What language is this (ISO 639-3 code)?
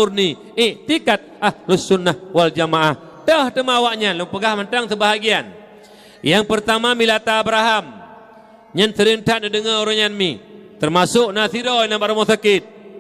ace